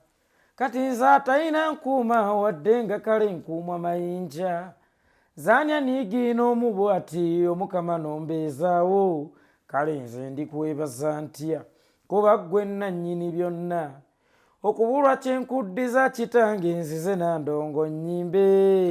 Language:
Ganda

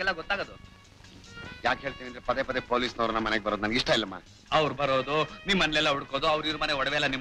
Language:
Kannada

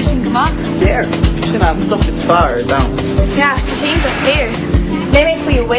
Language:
Irish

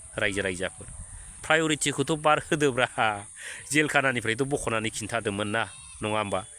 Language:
Bodo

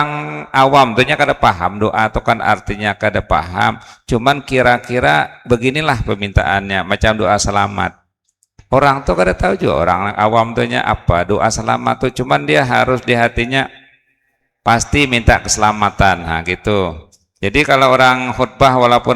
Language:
Banjar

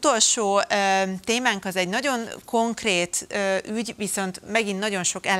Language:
Hungarian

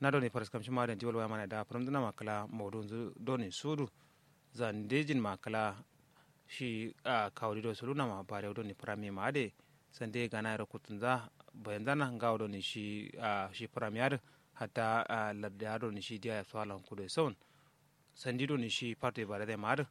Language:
Kanuri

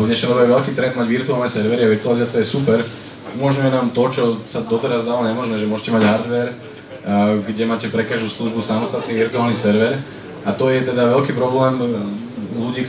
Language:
Slovak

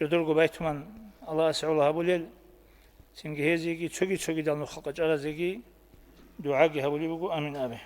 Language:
Avaric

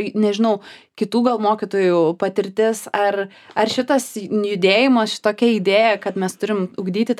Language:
Lithuanian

